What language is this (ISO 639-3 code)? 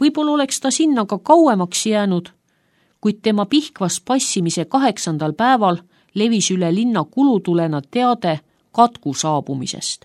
est